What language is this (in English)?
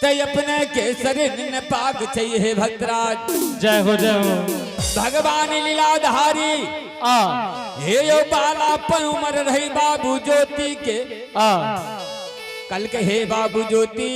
Angika